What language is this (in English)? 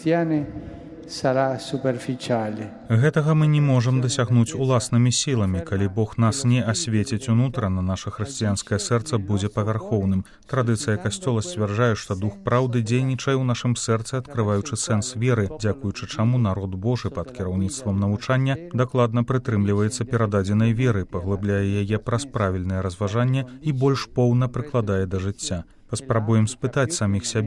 Belarusian